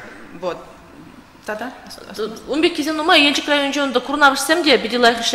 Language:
Chuvash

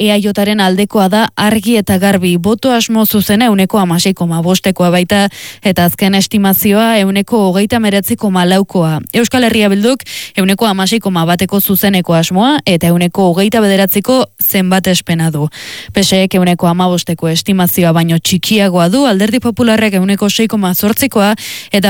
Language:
Basque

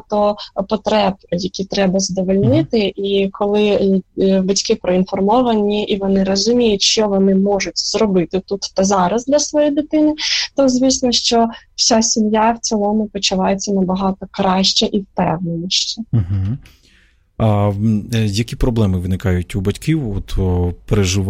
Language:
Ukrainian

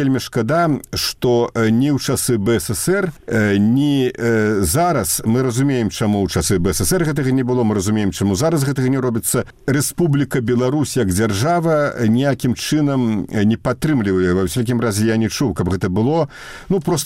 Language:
Belarusian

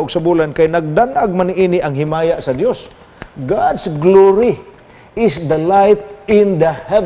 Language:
Cebuano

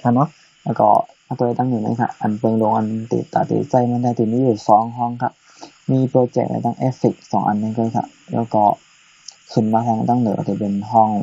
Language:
Shan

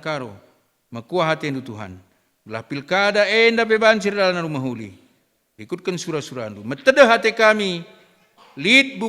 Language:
Batak Karo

